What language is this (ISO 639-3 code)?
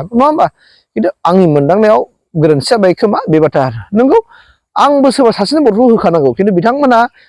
brx